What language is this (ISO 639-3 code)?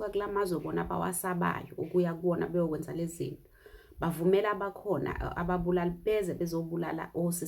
zul